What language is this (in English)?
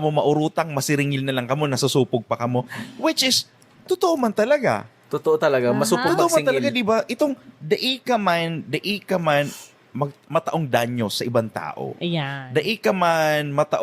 Bikol